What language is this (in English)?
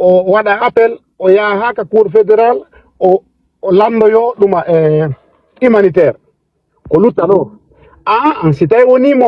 Fula